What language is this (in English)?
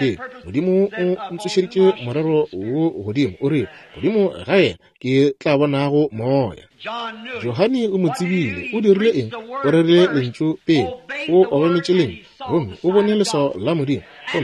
Northern Sotho